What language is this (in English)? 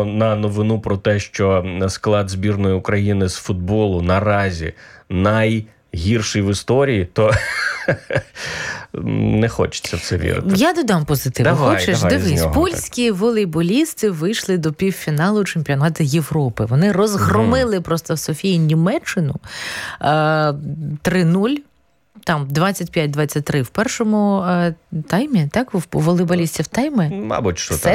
Ukrainian